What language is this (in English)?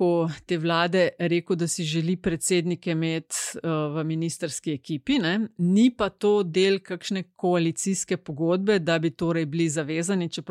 Slovenian